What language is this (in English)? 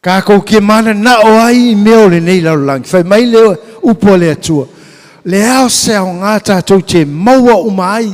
Samoan